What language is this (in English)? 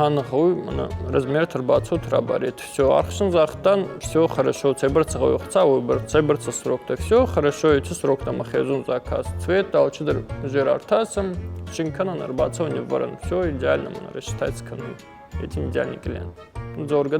Ossetic